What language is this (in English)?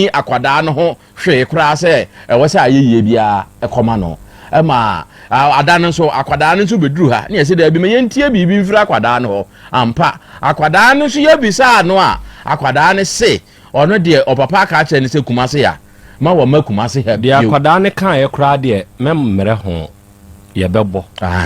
Akan